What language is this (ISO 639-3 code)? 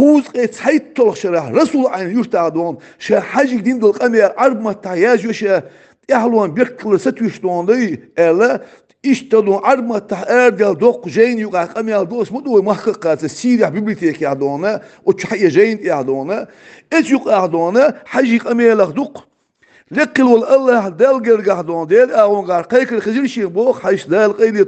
che